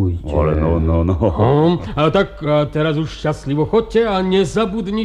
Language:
Slovak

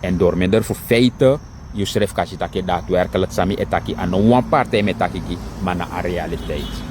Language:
Sranan Tongo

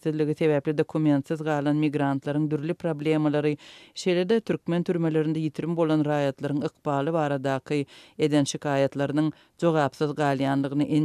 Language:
Turkmen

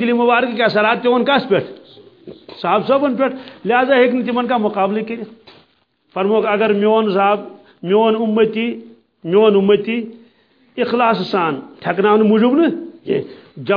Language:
Kashmiri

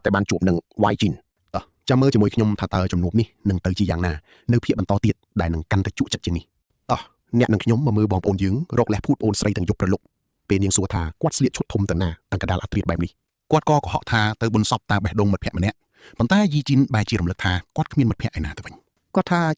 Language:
Khmer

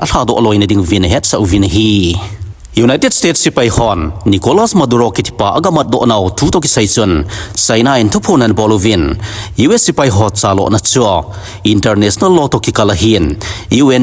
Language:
Thado Chin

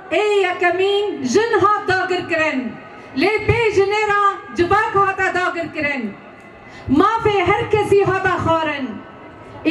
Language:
Kurdish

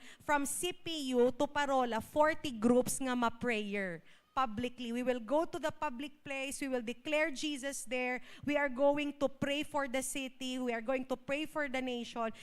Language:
Hiligaynon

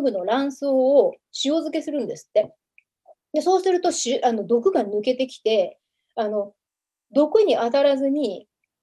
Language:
Japanese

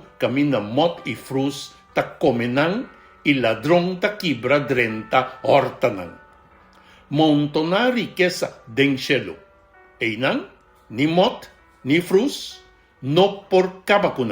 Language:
Papiamento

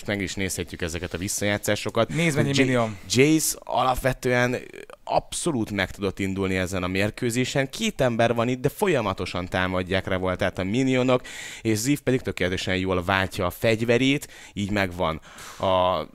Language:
Hungarian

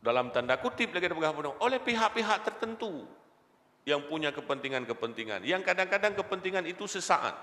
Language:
Achinese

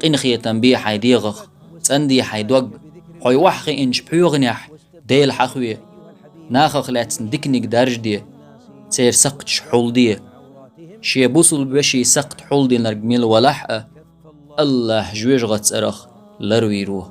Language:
Chechen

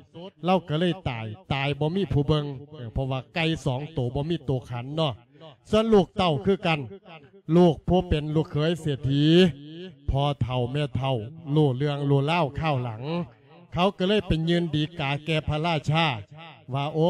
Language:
Lao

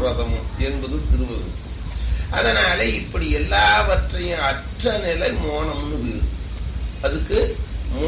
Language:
Tamil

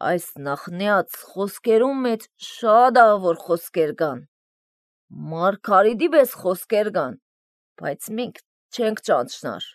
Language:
Armenian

